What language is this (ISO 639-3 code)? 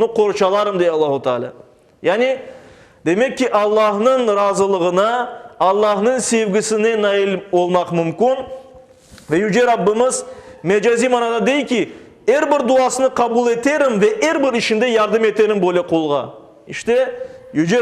crh